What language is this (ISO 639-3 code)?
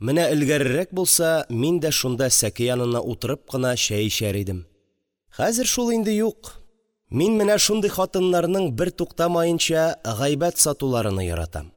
tat